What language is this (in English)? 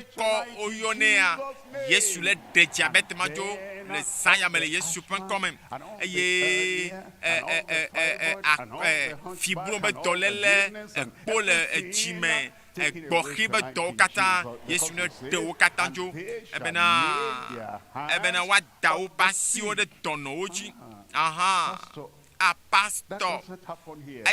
Ewe